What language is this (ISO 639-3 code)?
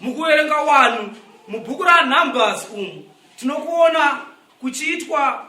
sna